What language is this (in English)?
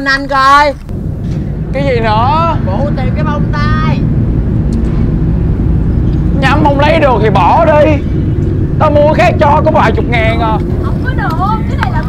Vietnamese